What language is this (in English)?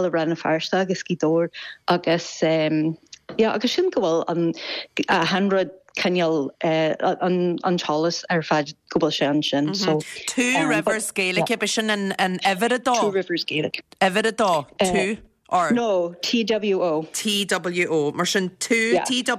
Irish